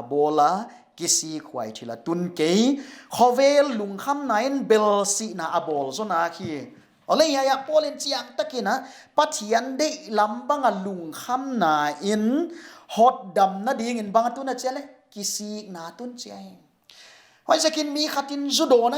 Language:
Paite Chin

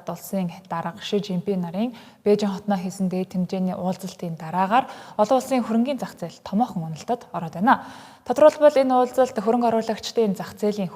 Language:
Mongolian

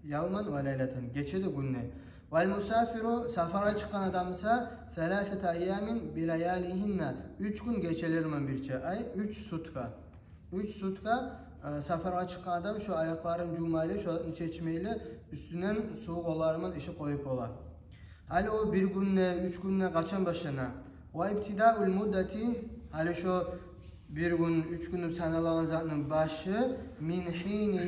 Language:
Kumyk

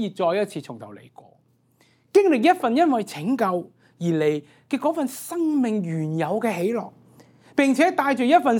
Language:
Cantonese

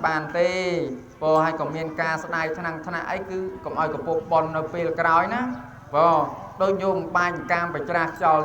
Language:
Khmer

